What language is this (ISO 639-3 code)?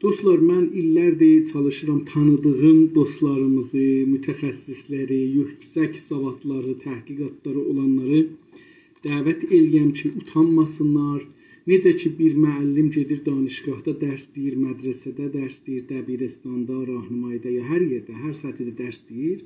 azb